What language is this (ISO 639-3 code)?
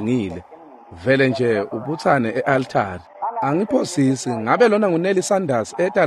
ssw